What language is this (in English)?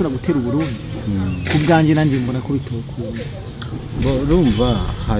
Rundi